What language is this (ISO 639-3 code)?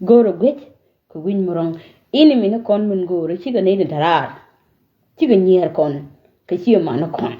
nus